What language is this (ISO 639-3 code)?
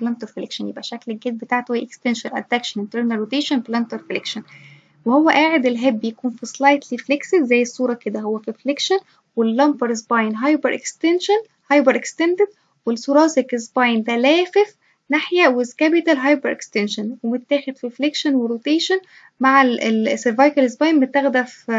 arz